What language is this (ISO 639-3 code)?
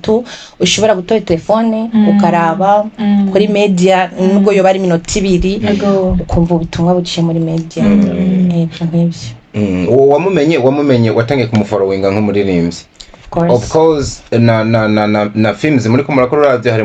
run